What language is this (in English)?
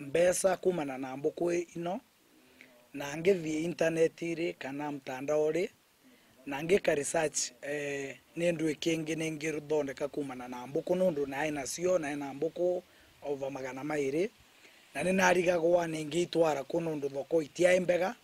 Meru